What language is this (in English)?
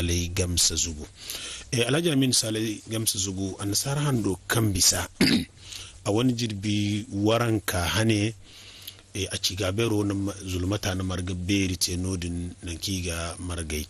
Zarma